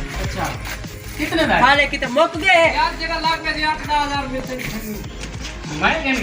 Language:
Saraiki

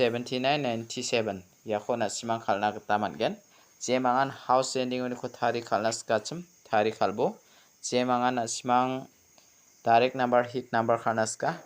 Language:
Garo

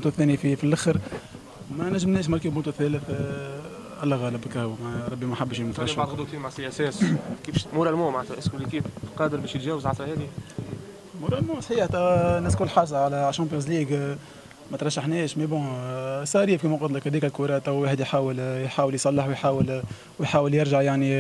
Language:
Tunisian Arabic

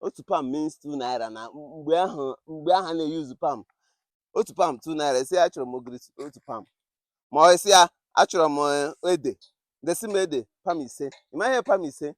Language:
Igbo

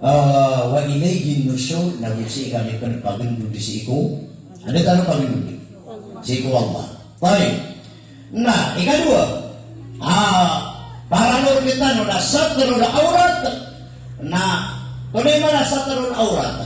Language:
Maranao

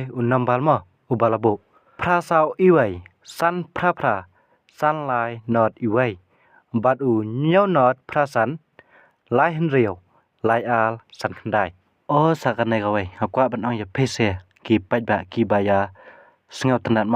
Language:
Khasi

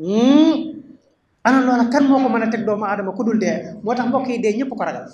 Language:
Wolof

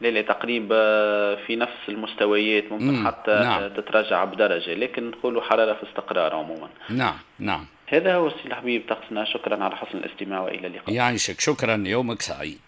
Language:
Tunisian Arabic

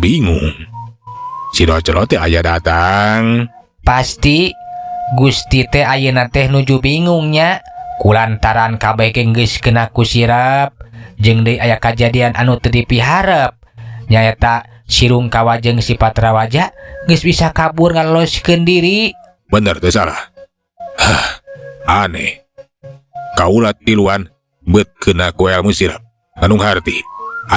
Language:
Sundanese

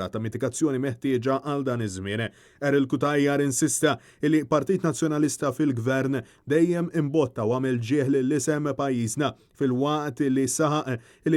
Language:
Maltese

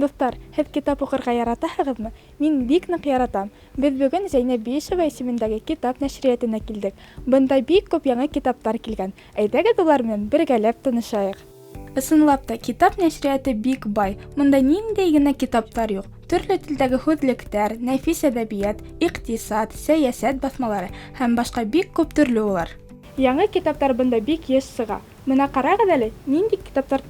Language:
Bashkir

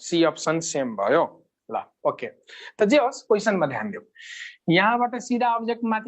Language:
Nepali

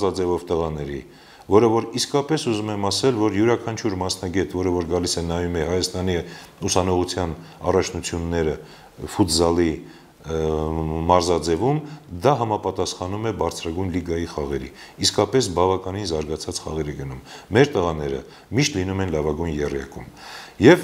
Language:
Armenian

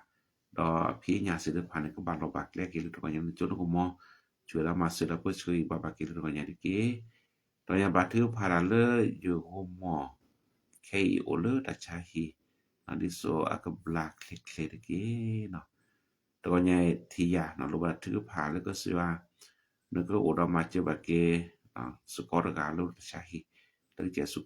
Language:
S'gaw Karen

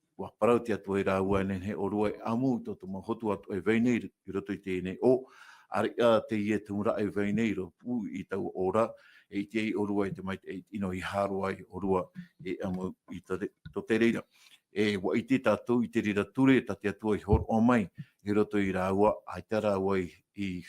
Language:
Tahitian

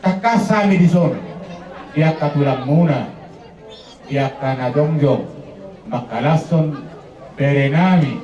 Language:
Batak Toba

